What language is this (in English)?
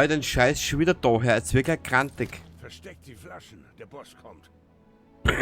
Bavarian